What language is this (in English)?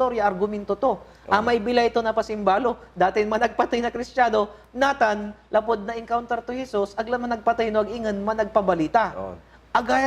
Pangasinan